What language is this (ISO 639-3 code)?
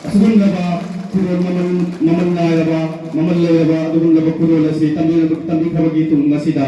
mni